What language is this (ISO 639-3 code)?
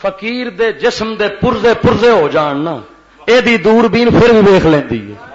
lah